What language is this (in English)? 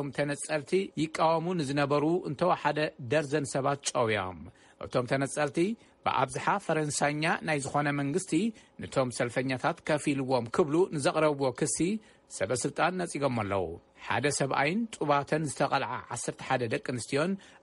Tigrinya